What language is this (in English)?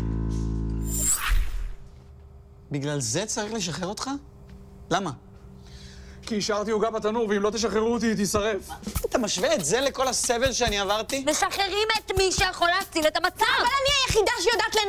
Hebrew